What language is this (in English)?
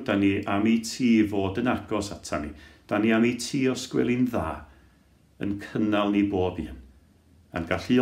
Welsh